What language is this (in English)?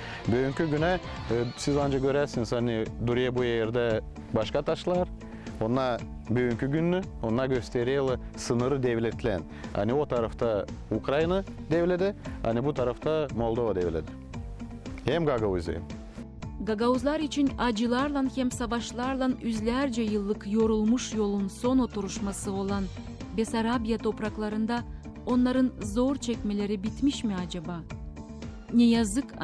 Gagauz